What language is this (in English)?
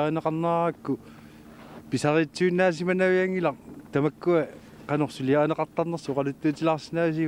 Kalaallisut